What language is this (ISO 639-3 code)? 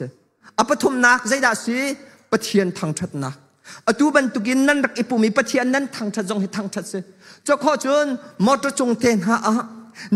cnh